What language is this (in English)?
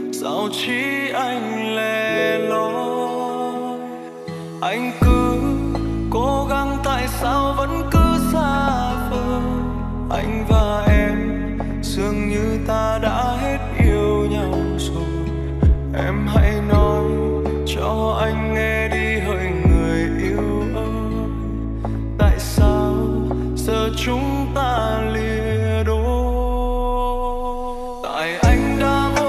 Vietnamese